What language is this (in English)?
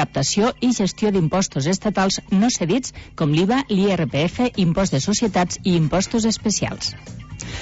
Catalan